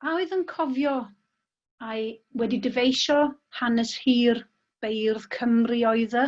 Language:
Welsh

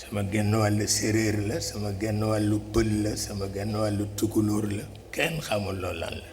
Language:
Wolof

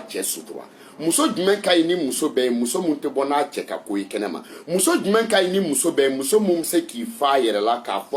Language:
Bambara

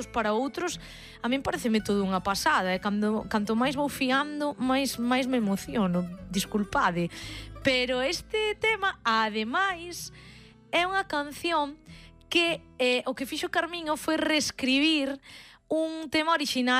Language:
Galician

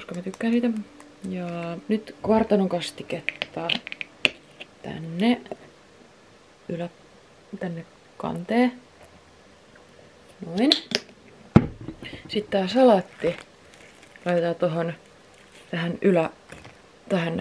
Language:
Finnish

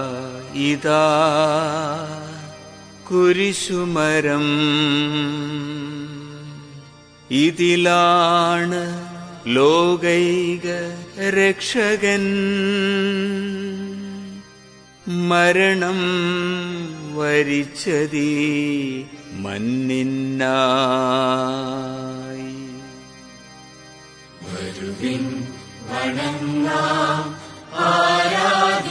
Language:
Malayalam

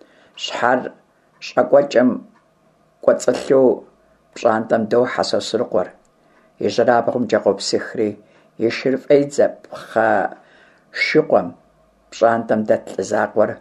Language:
Kabardian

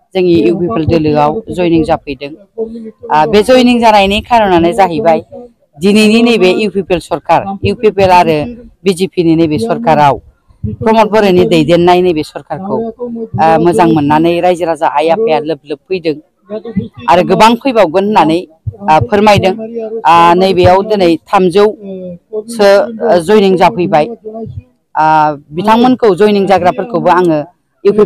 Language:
Bodo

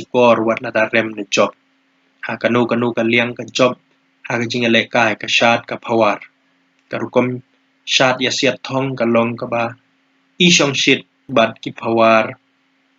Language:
Khasi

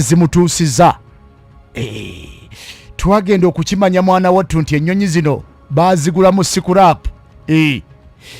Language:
Ganda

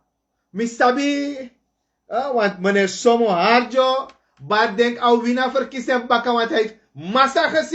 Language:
Sranan Tongo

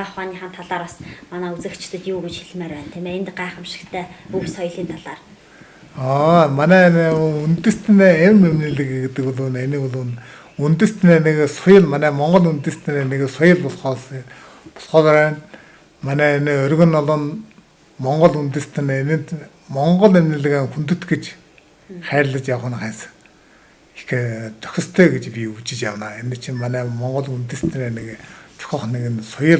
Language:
Mongolian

